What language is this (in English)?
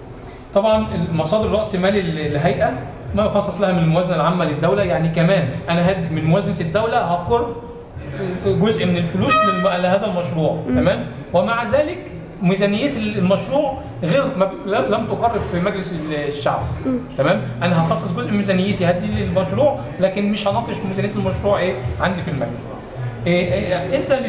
Egyptian Arabic